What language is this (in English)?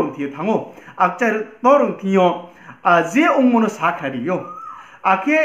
Riang (India)